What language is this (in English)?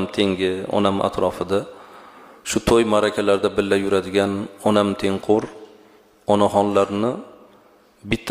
Uzbek